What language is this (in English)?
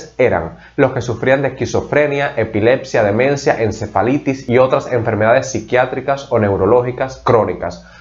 Spanish